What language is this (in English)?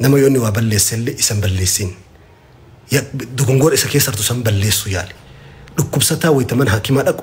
Oromo